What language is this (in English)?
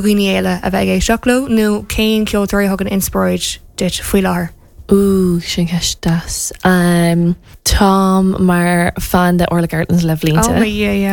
Irish